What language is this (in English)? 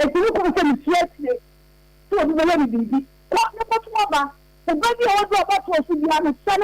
Akan